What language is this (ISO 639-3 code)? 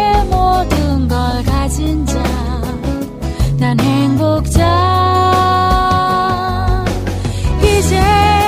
kor